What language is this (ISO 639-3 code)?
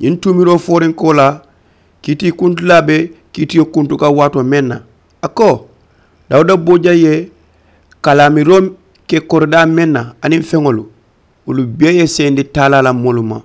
man